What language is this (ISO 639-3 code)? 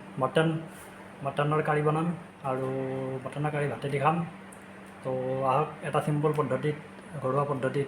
asm